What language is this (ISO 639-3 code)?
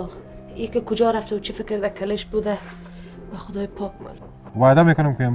fas